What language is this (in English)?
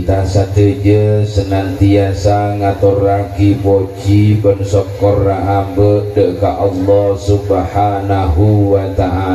Madurese